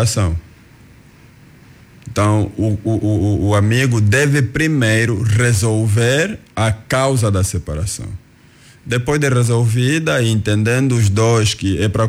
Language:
Portuguese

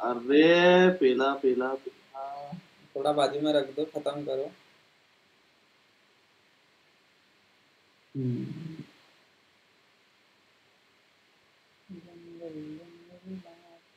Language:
Hindi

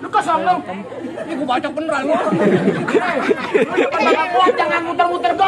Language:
Betawi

